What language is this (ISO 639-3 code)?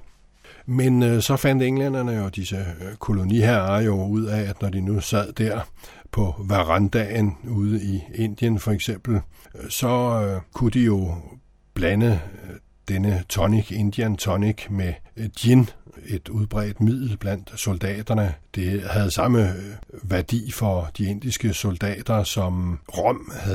dan